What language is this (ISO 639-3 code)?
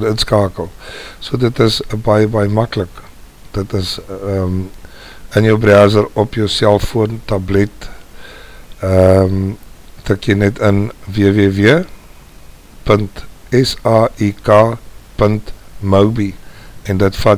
afr